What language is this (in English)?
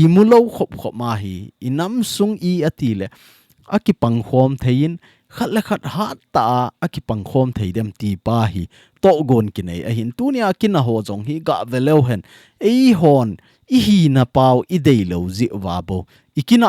Thado Chin